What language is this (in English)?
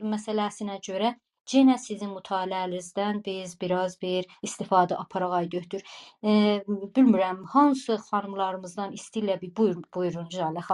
South Azerbaijani